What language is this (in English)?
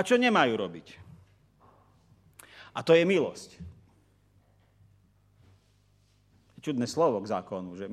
Slovak